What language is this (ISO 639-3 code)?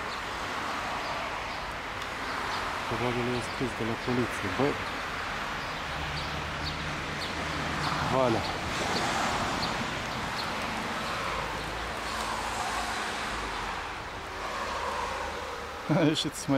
ron